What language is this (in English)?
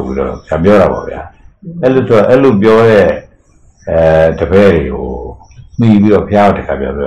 Burmese